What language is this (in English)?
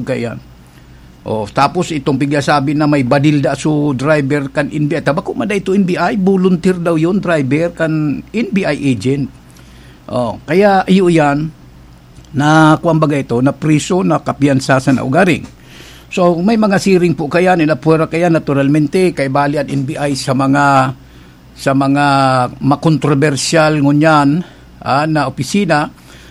Bikol